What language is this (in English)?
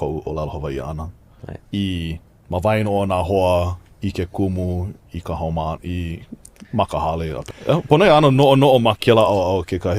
Hawaiian